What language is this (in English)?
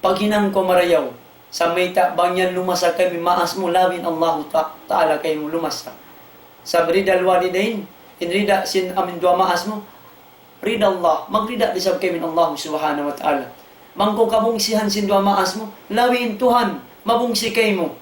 Tausug